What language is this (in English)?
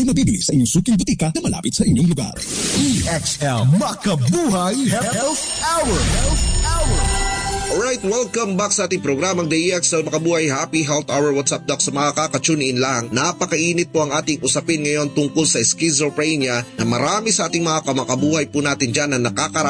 Filipino